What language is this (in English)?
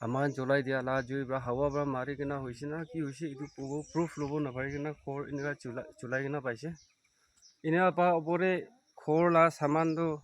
Naga Pidgin